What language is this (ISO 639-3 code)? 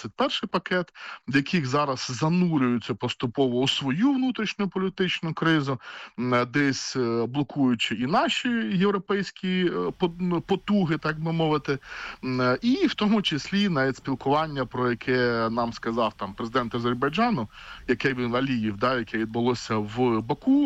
ukr